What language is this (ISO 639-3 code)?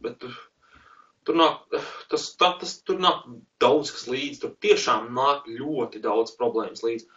lav